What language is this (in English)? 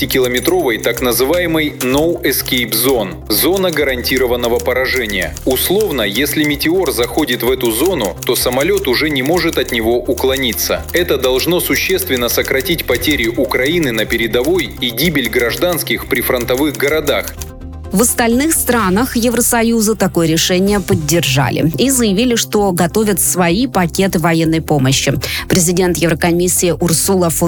Russian